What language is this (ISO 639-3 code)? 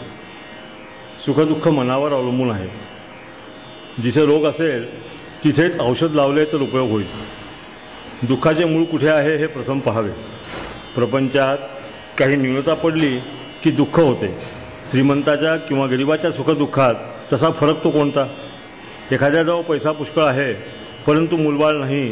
mar